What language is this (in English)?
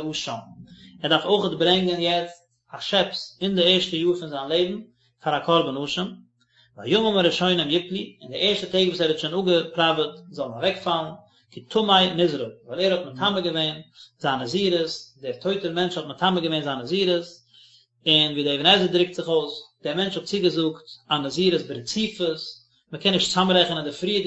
Yiddish